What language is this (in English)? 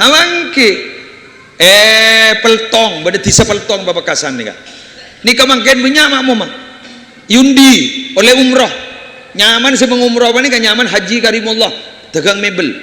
Madurese